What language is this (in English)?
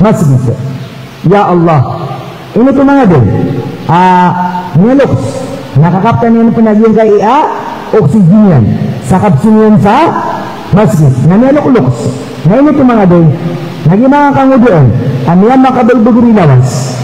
Maranao